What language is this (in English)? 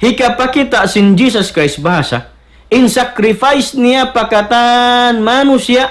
Tausug